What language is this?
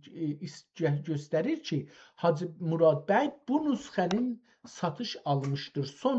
South Azerbaijani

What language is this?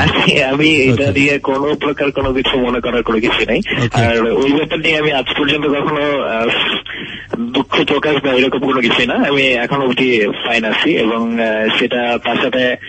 Bangla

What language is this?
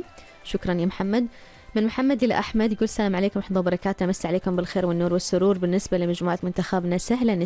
Arabic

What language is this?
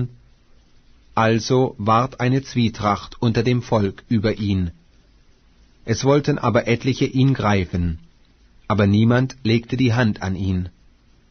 German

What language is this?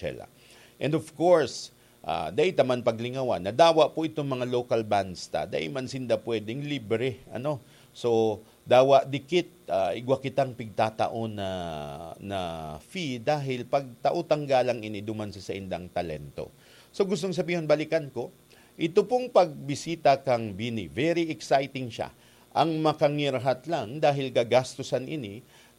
Bikol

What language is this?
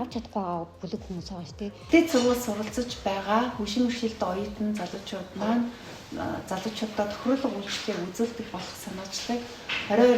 Mongolian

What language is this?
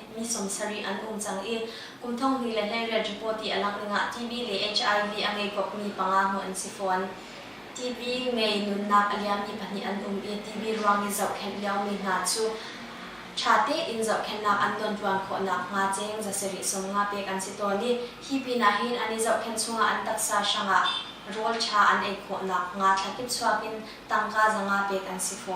Hakha Chin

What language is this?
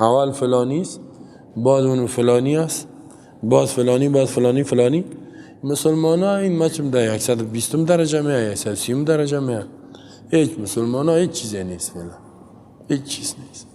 Persian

